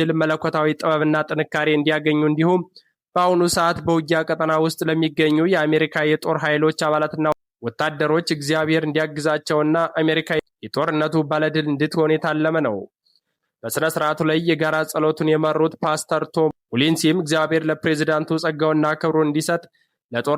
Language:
Amharic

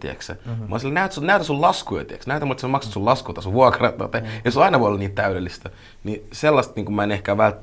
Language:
Finnish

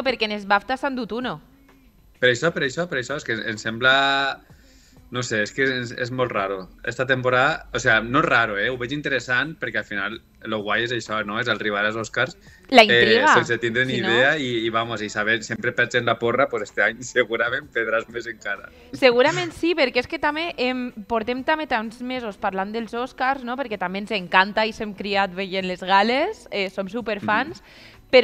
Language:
Catalan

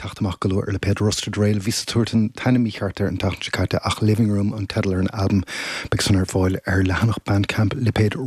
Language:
Irish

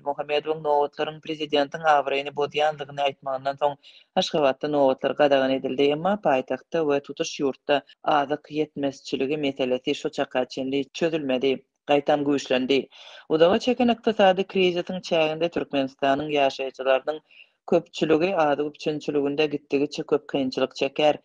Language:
Turkmen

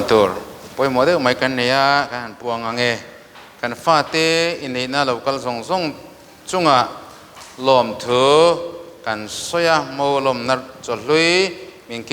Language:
Mizo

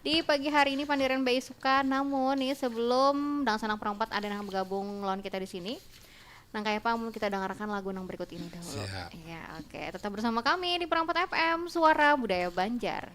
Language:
Banjar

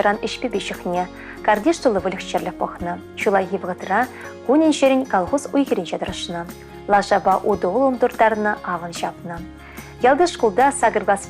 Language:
Chuvash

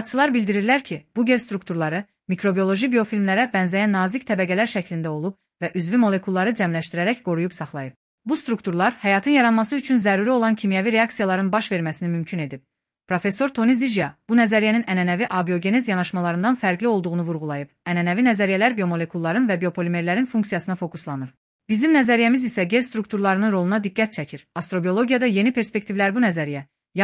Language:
Azerbaijani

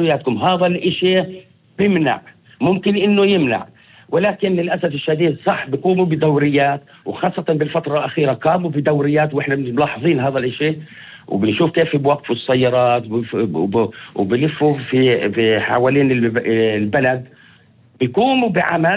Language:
North Levantine Arabic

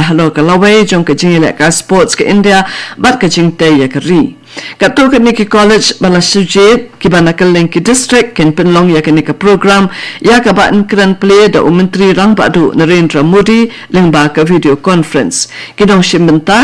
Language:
Khasi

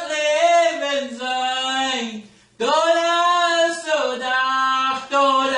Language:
Plautdietsch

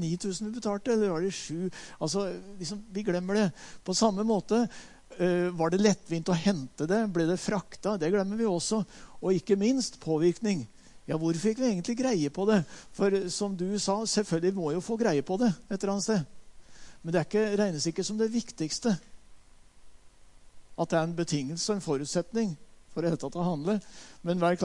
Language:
Norwegian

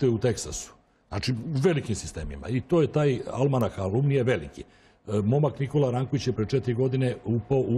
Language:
Serbian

